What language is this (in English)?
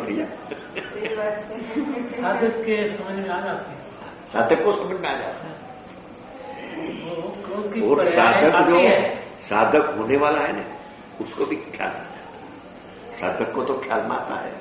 Gujarati